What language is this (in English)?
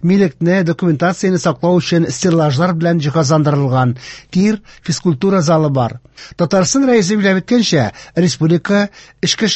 Tatar